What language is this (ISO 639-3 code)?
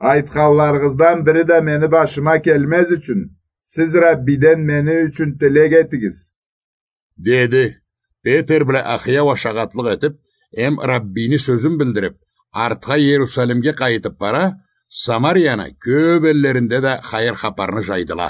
krc